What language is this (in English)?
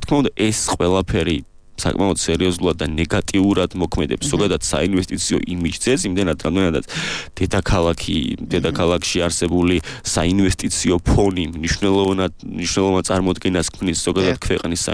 Georgian